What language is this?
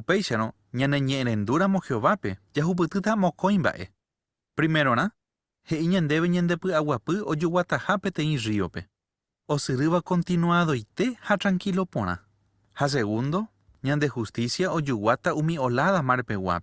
Guarani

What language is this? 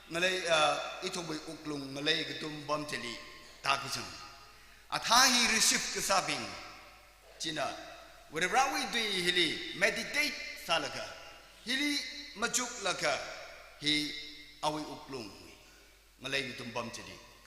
Tangkhul Naga (India)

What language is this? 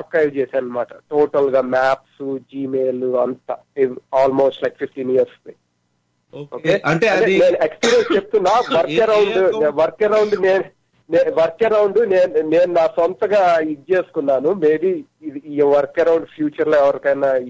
Telugu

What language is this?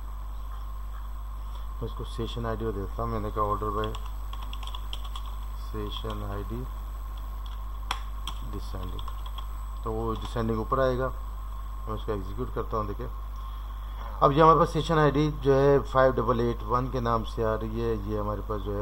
Hindi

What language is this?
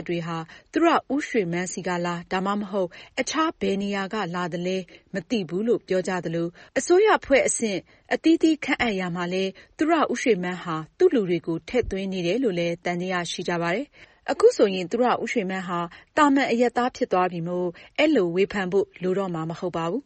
Burmese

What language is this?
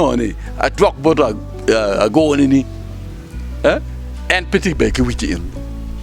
Acoli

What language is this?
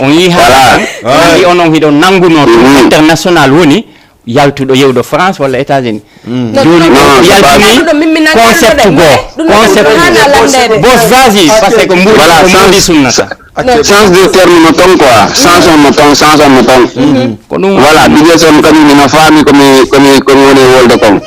Fula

